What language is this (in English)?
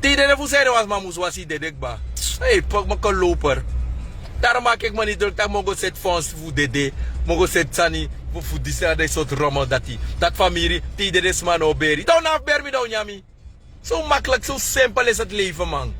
Sranan Tongo